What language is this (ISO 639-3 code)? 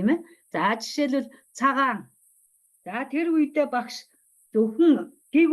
mon